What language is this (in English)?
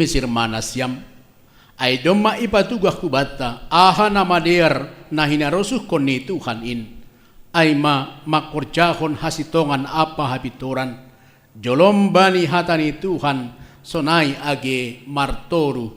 Batak Simalungun